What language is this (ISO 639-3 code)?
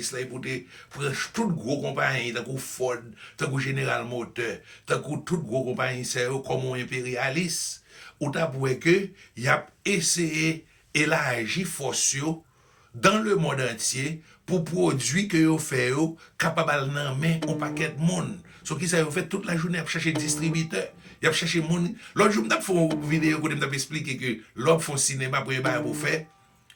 hat